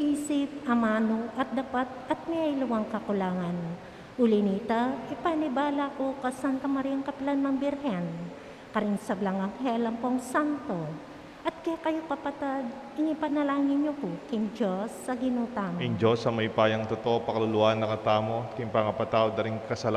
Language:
Pampanga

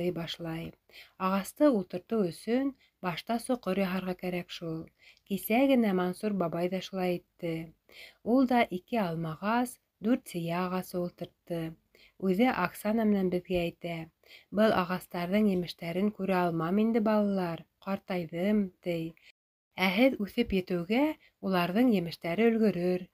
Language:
Bashkir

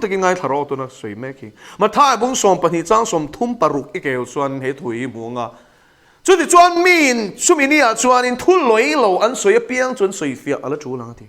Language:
Mizo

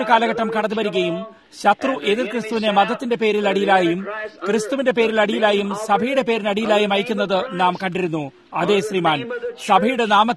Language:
Malayalam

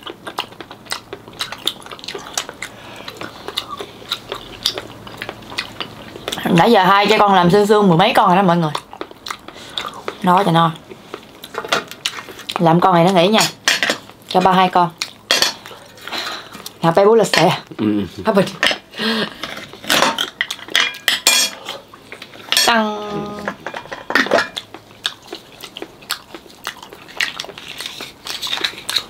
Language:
Vietnamese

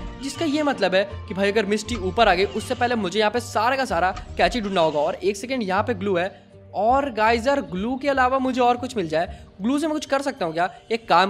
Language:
Hindi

